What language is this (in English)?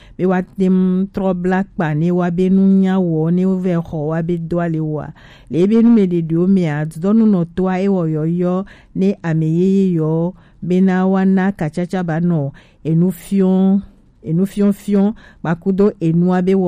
Gen